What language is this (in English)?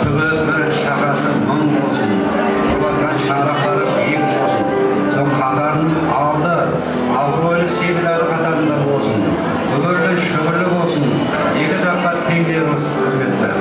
Kara-Kalpak